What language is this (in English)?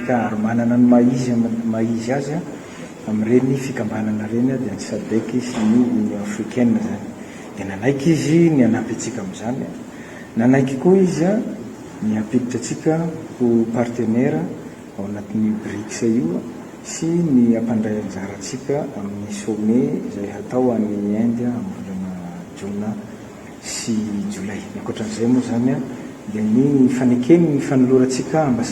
Malagasy